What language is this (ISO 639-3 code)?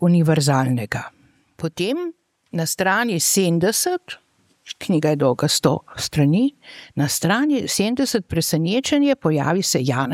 slv